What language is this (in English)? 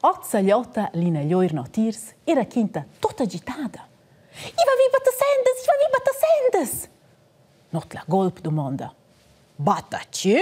Romansh